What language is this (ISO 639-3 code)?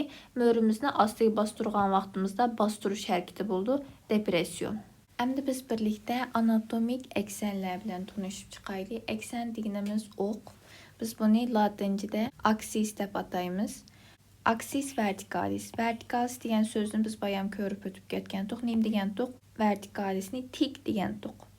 uig